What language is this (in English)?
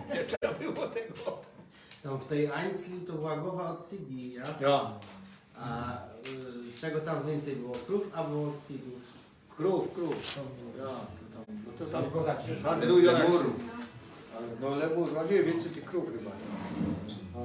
Silesian